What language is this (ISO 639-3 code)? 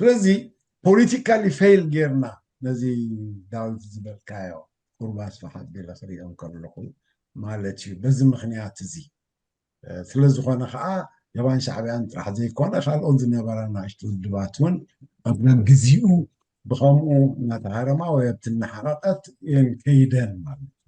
tir